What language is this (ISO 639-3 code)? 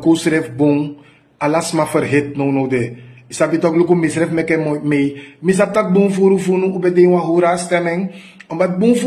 srn